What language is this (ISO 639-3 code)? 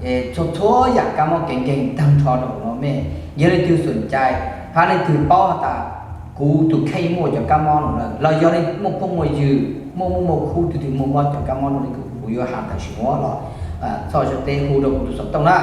hmn